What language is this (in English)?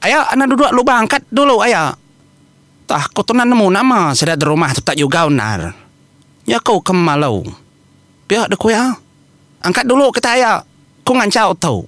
Iban